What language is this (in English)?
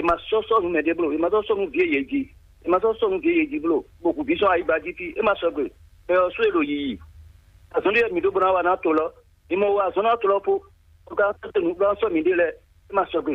Fon